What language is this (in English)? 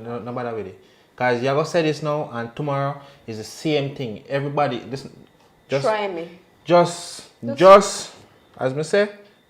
Jamaican Creole English